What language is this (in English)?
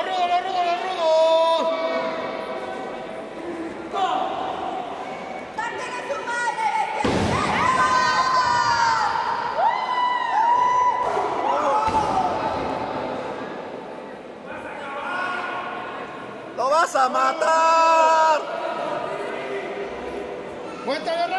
Spanish